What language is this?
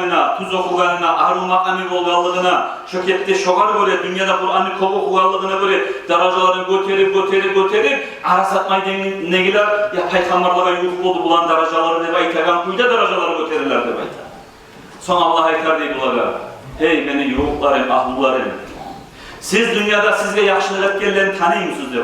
Kumyk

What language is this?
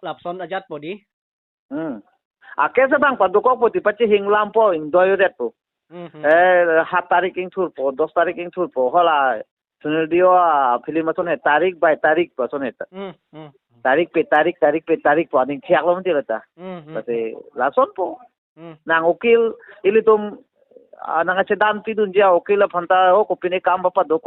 Karbi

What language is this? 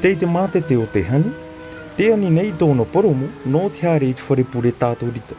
Tahitian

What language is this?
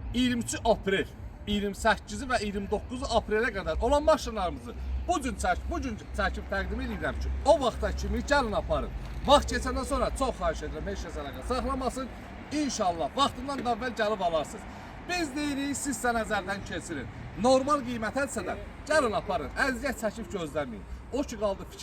Azerbaijani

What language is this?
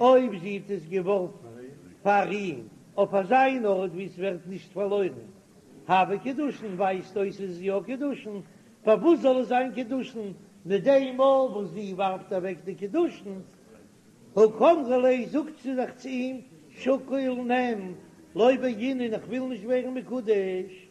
Yiddish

